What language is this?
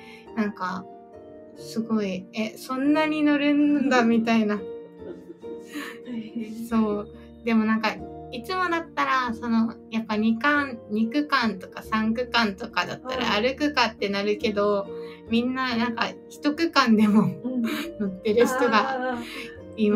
Japanese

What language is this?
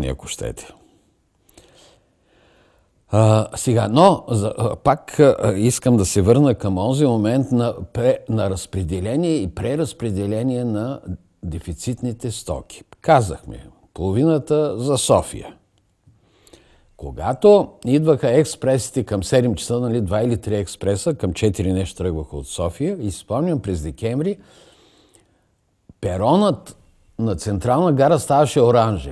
Bulgarian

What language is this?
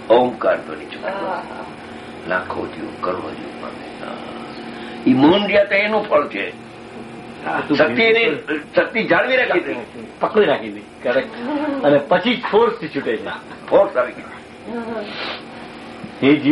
Gujarati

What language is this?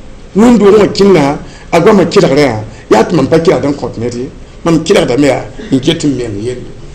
Mossi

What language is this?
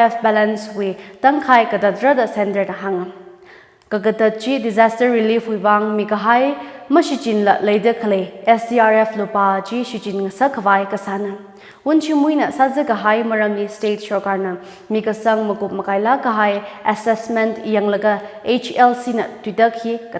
Tangkhul Naga (India)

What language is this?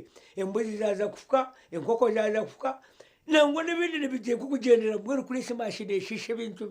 Nyankole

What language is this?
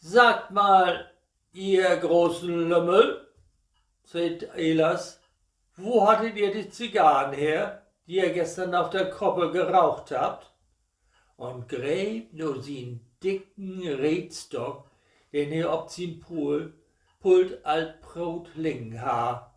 Low German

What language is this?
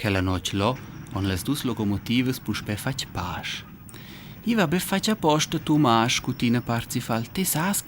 Romansh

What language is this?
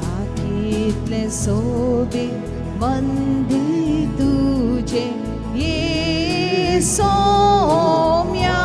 Konkani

